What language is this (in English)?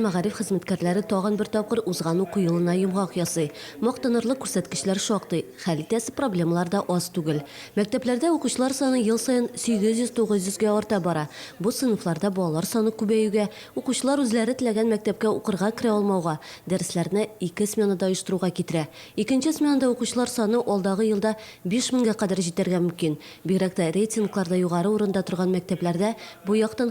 Tatar